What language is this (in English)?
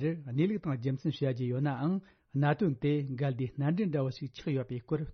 Tibetan